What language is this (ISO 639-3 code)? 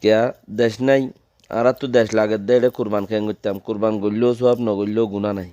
rhg